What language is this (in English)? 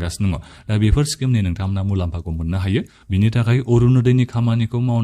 Bodo